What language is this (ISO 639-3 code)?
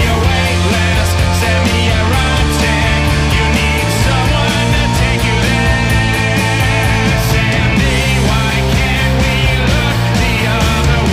eng